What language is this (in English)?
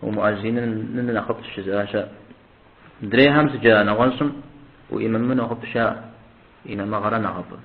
Kabardian